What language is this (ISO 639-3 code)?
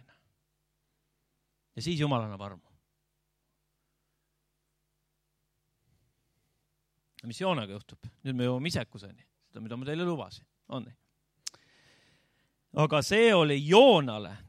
est